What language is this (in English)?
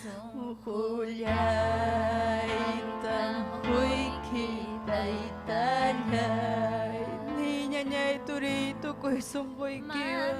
Ayacucho Quechua